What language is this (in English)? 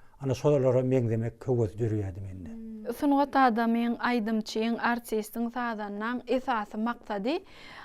Turkmen